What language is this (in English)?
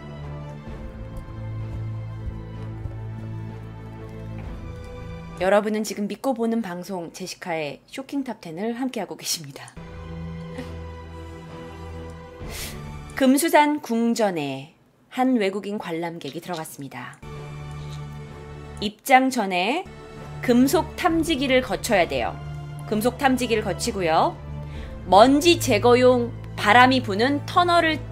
Korean